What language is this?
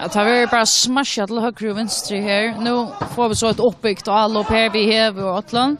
Faroese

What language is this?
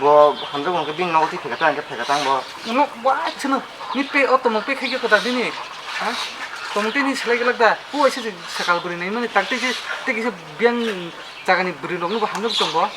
Kok Borok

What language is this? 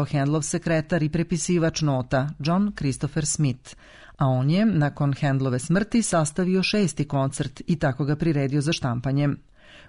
Serbian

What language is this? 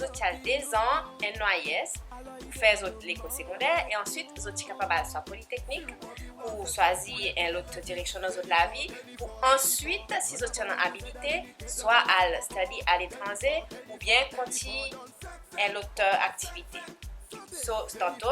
Seselwa Creole French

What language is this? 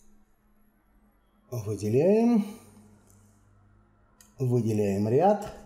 Russian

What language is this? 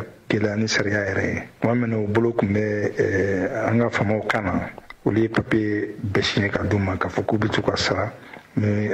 Bambara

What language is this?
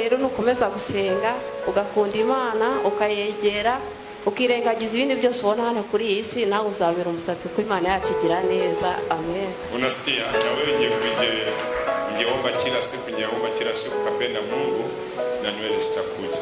Kinyarwanda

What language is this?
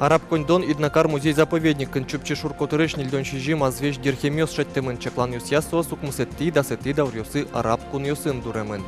Udmurt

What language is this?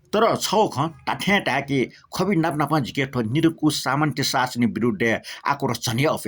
Newari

